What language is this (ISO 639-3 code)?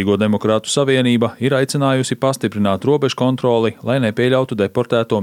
lav